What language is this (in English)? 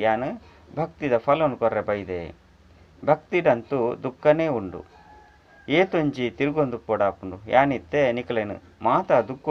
Tulu